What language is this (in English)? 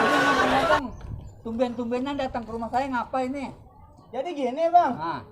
Betawi